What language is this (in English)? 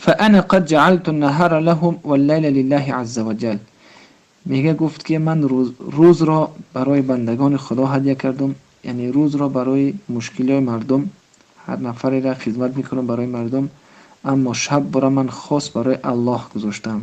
Tajik